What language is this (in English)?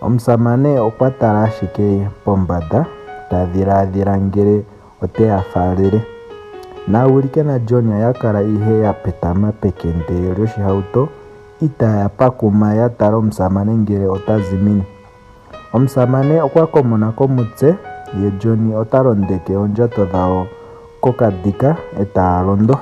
Ndonga